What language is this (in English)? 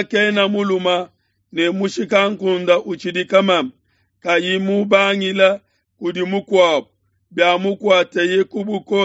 Luba-Lulua